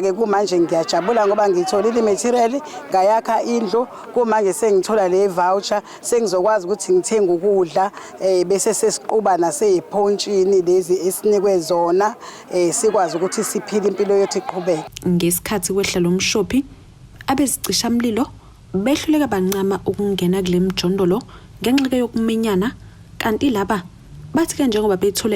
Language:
Zulu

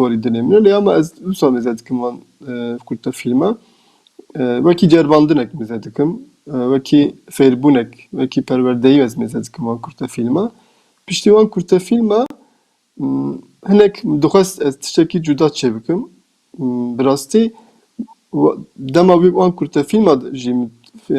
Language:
Kurdish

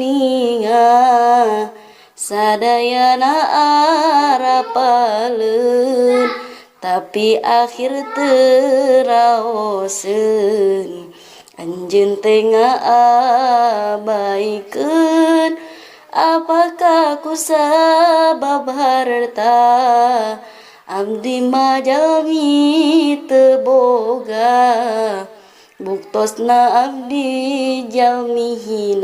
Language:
Sundanese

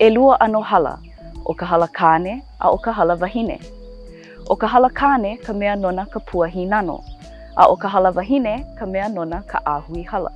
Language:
Hawaiian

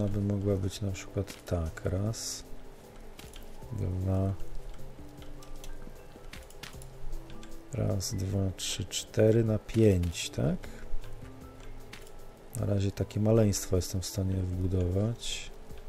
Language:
Polish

